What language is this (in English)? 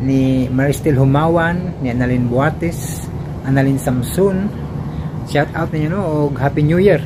Cebuano